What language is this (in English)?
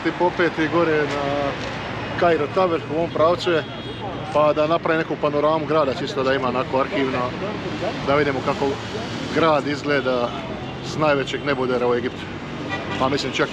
Croatian